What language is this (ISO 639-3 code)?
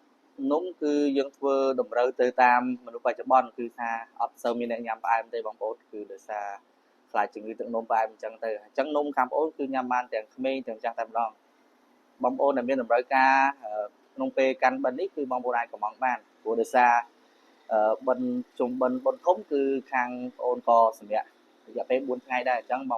khm